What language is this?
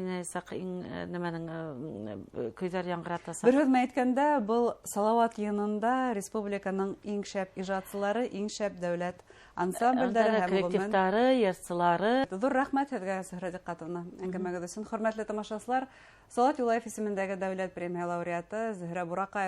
Bashkir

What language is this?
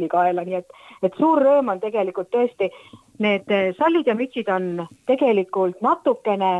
Estonian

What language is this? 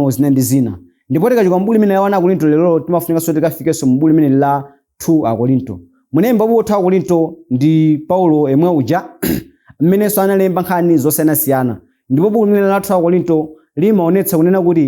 Nyanja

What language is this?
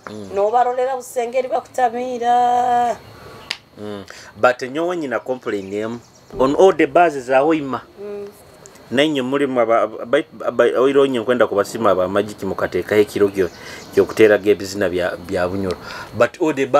Nyoro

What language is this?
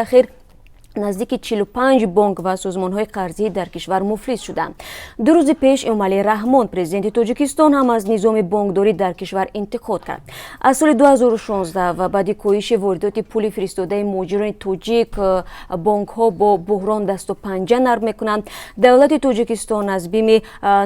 Tajik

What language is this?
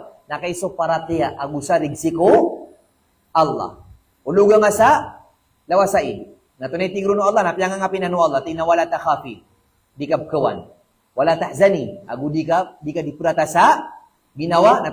Maranao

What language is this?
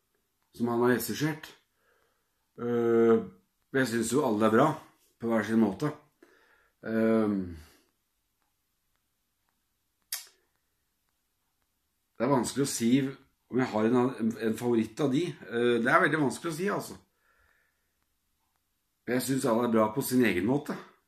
Norwegian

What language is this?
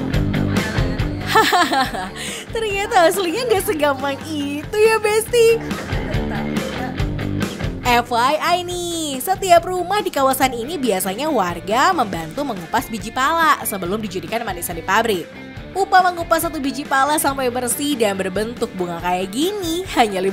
Indonesian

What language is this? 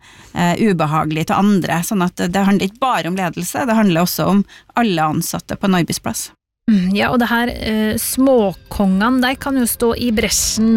Norwegian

